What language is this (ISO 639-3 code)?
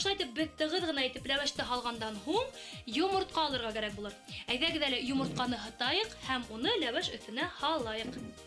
bak